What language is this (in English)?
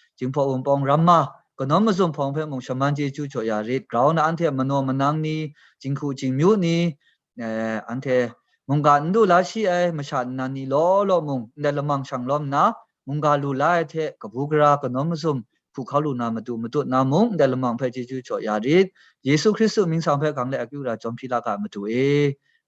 Kachin